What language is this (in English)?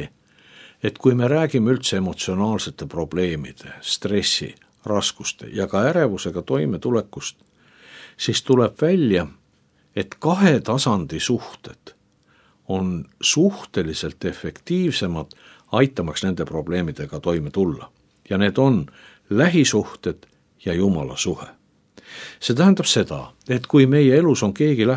Estonian